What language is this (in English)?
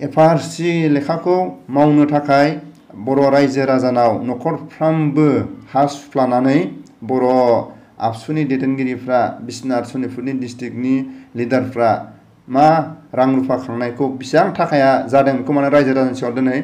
Bodo